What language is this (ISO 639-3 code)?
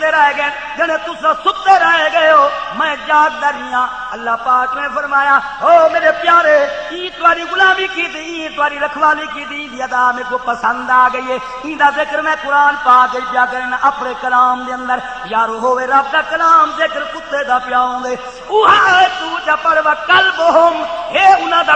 skr